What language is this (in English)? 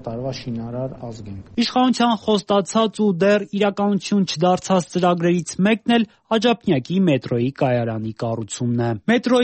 Armenian